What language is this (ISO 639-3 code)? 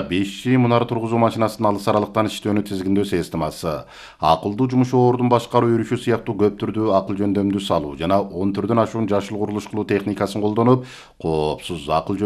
kir